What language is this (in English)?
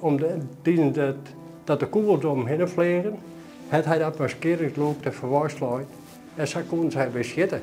Western Frisian